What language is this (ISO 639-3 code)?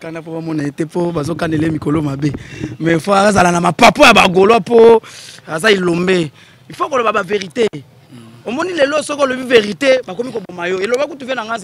lin